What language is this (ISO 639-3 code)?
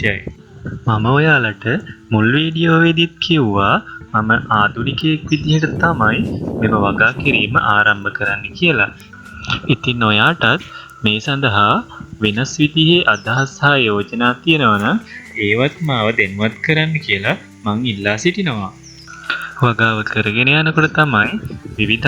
sin